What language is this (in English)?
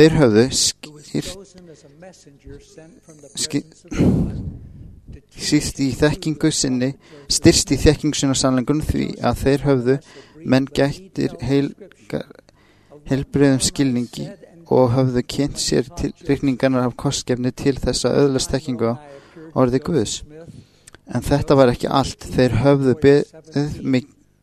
Icelandic